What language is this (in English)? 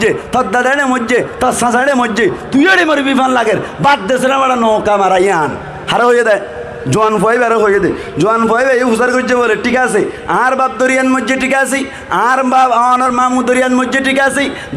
Rohingya